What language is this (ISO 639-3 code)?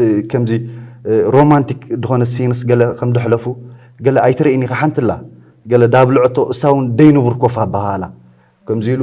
tir